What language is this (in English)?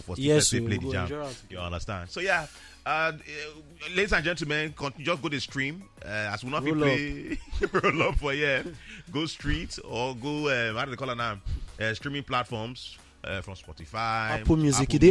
Nigerian Pidgin